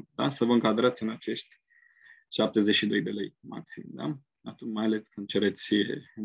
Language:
Romanian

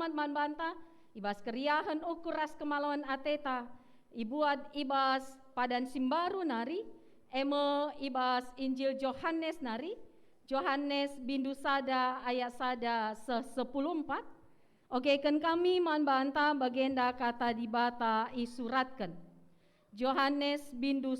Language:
Batak Karo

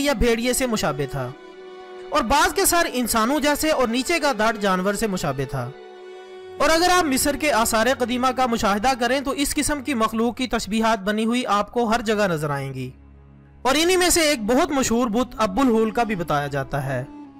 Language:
Urdu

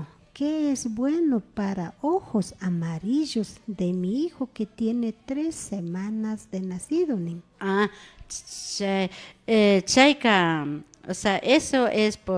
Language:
Imbabura Highland Quichua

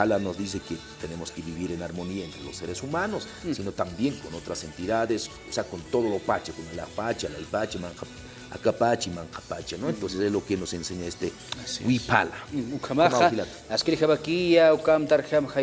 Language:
Aymara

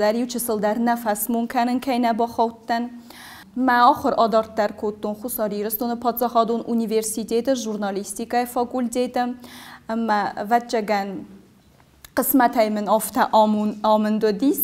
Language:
Ossetic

